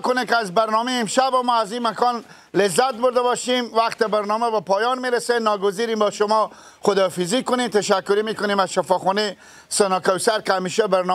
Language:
Persian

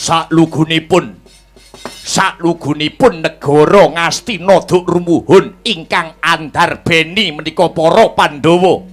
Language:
Javanese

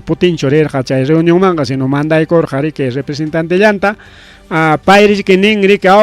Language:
Ayacucho Quechua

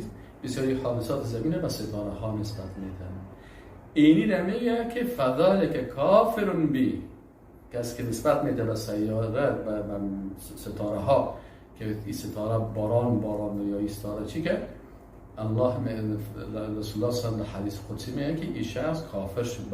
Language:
Persian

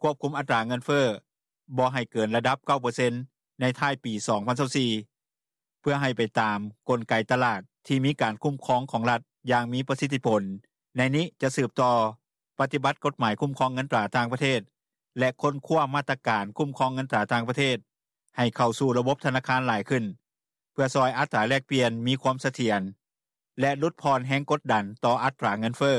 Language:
Lao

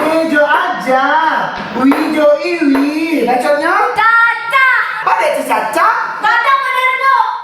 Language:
Minangkabau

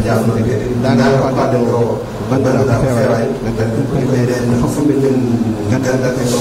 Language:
Fula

